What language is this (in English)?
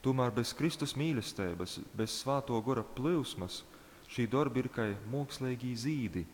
Latgalian